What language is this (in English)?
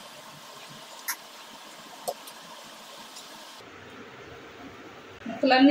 Telugu